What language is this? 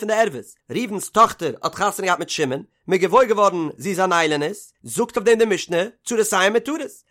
Yiddish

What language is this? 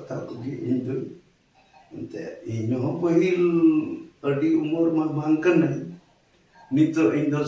Santali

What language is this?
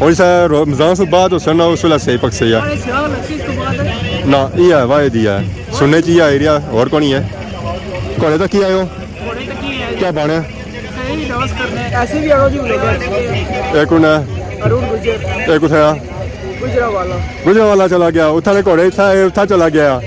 Pahari-Potwari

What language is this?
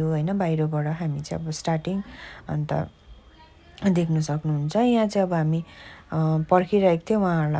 Nepali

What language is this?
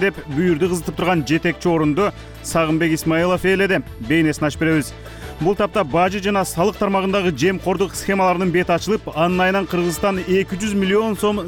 Kyrgyz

